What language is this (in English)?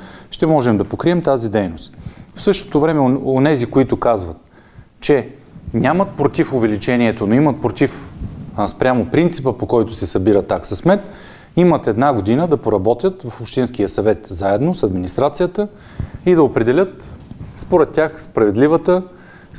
Bulgarian